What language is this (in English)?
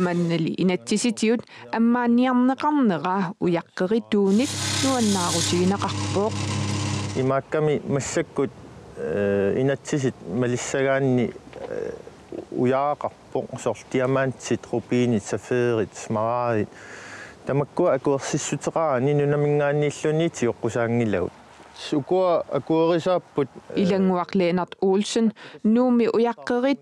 Kalaallisut